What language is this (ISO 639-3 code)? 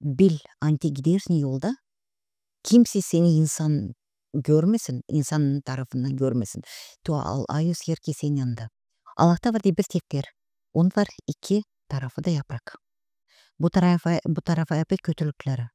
gag